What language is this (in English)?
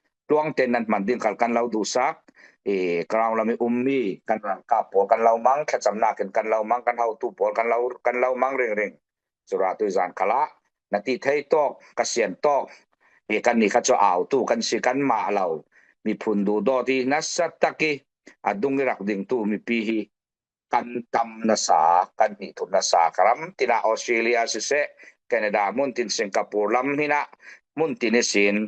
Falam Chin